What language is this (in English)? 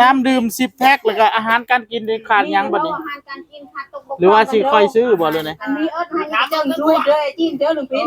Northeastern Thai